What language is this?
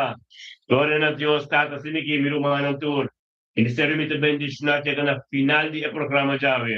Papiamento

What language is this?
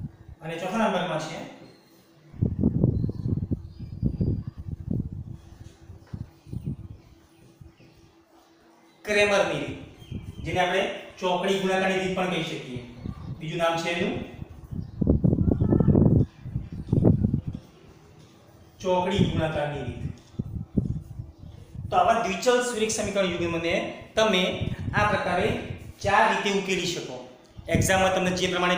Gujarati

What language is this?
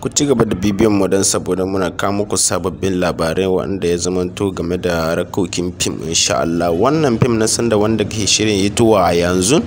Hausa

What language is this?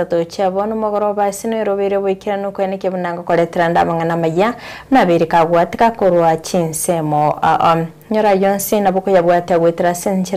Gusii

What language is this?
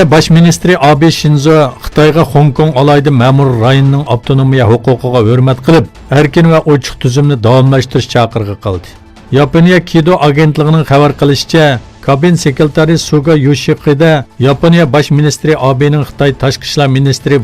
Uyghur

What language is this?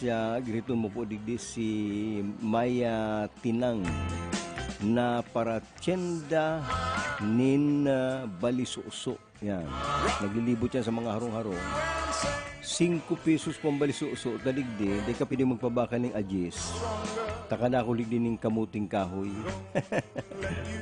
Bikol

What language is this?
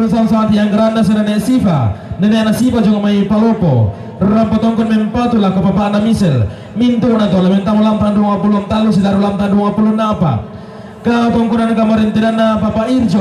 Toraja-Sa'dan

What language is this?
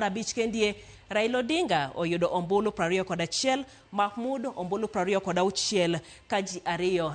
Luo (Kenya and Tanzania)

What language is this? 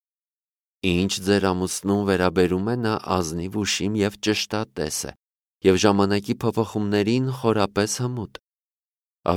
Armenian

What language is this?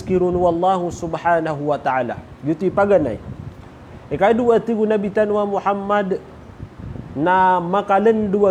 Maranao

